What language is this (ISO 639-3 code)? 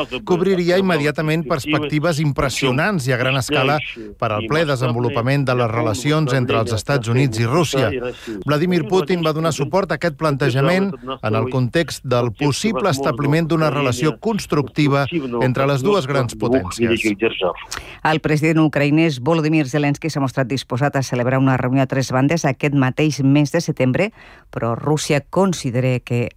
cat